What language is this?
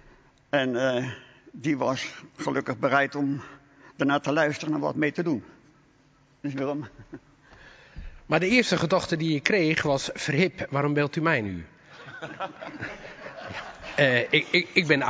Dutch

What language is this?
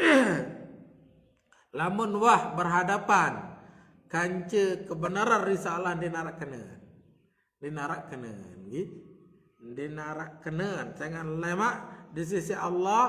Sasak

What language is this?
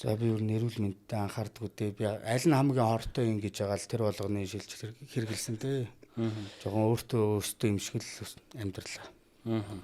Mongolian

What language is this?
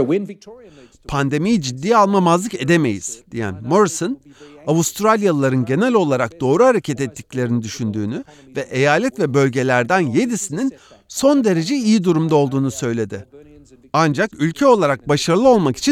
Turkish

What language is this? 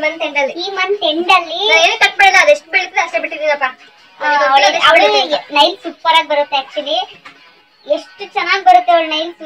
Kannada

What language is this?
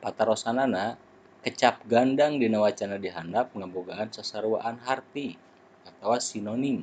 Sundanese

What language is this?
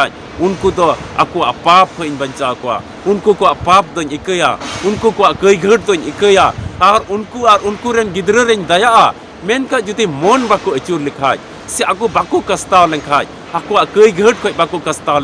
Santali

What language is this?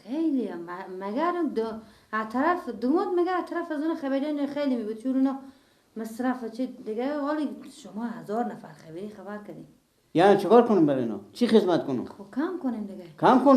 Persian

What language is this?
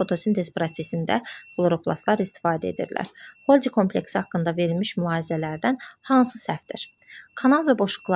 Azerbaijani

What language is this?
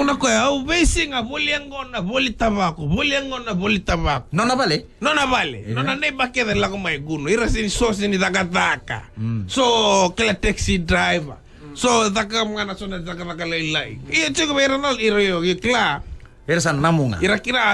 Fijian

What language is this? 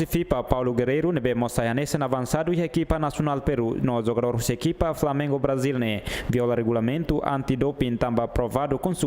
Tetum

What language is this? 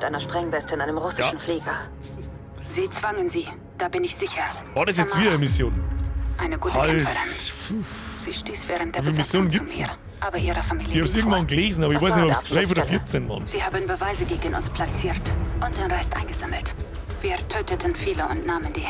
Bavarian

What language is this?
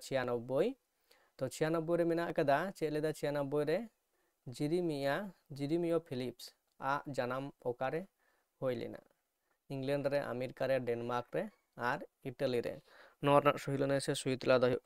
Santali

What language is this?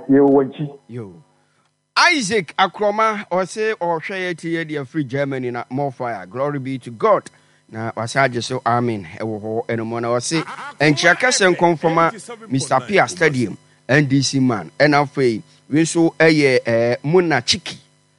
Akan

